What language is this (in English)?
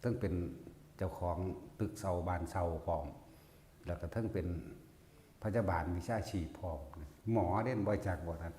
Northeastern Thai